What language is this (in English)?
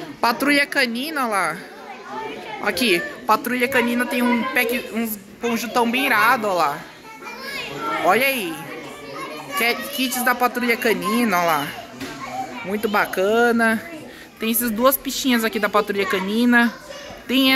Portuguese